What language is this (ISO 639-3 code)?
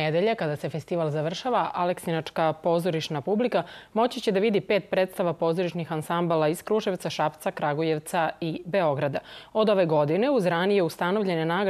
srp